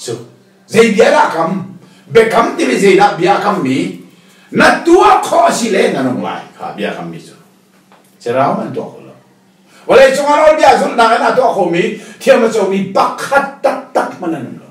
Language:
Hakha Chin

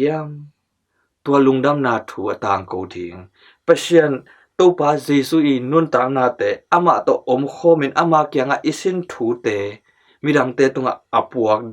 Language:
Tedim Chin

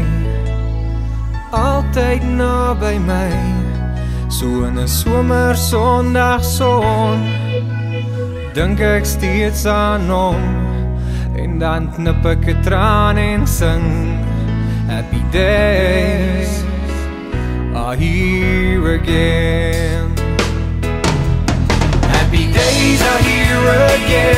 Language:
Afrikaans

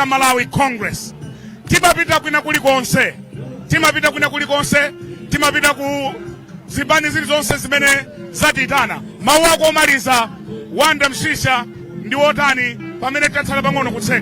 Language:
Nyanja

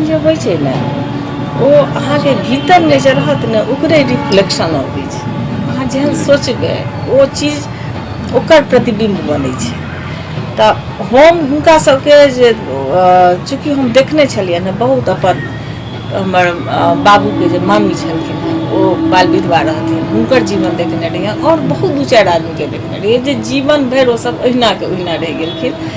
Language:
Maithili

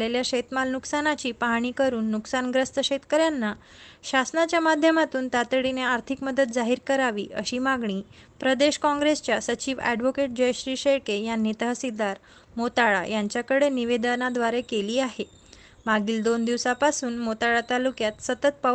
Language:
Marathi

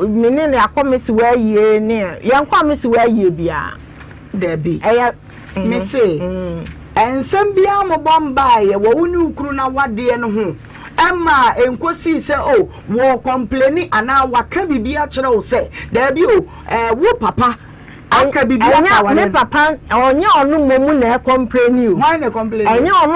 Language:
Akan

